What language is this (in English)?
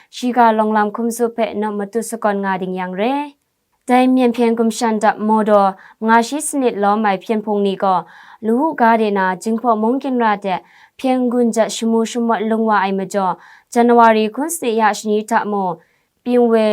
Kachin